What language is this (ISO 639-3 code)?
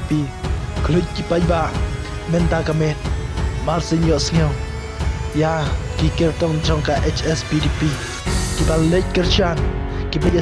kha